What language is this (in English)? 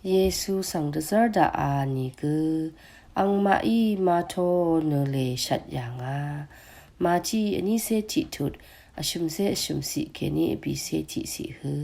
Rawang